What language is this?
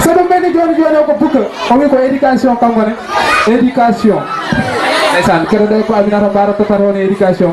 Fula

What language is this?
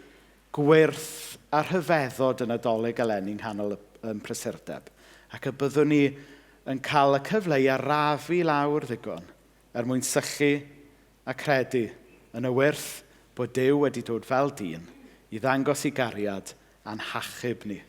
Welsh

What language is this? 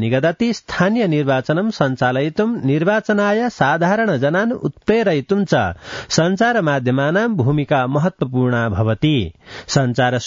Sanskrit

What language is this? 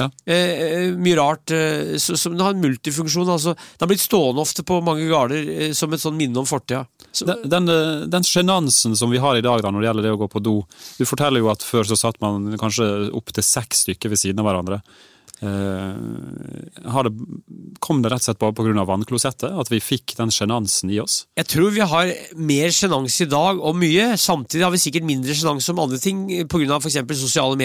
Norwegian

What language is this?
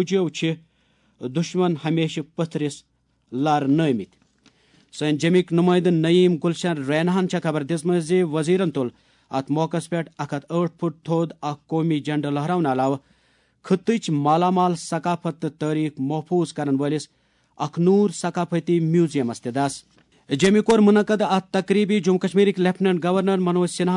Kashmiri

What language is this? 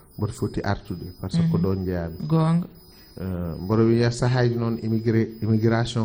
Fula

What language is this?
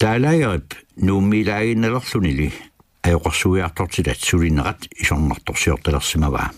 Kalaallisut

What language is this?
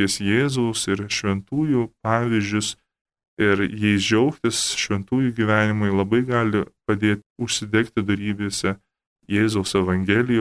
Lithuanian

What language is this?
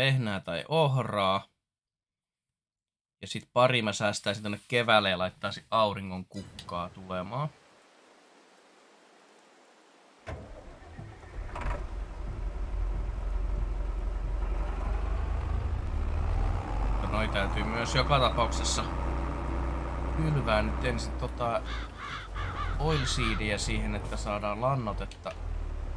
Finnish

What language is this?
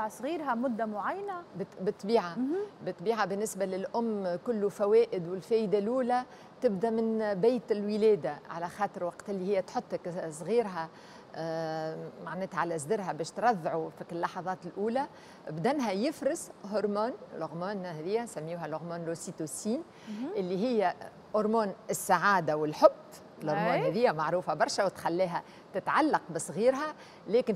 Tunisian Arabic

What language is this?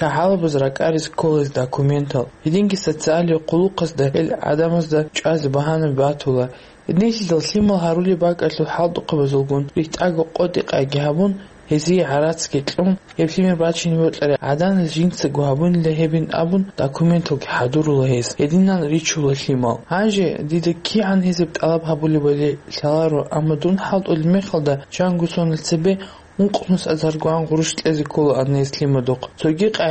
Avaric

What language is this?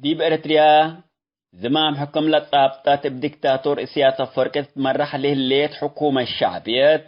Tigre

